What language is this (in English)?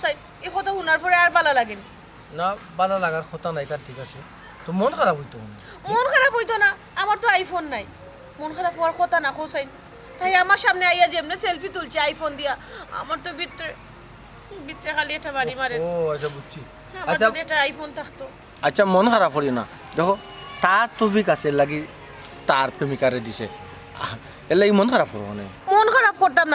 Sylheti